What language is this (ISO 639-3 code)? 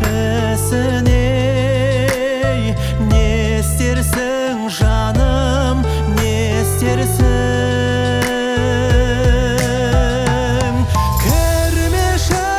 kaz